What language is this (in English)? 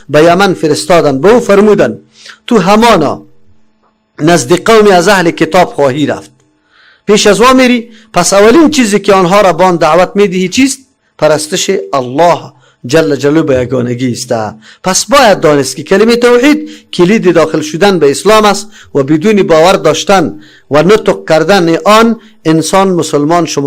Persian